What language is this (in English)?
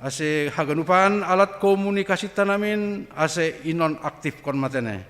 Batak Simalungun